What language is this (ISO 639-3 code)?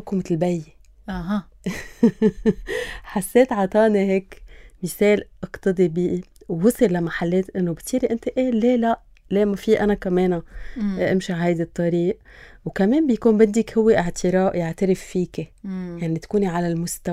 apc